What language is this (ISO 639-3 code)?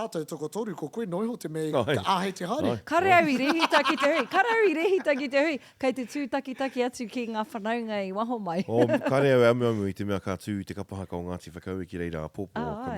mri